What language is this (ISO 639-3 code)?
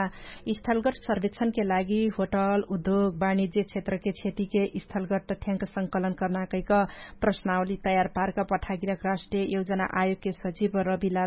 thl